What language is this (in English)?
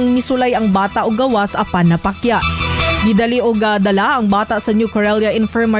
Cebuano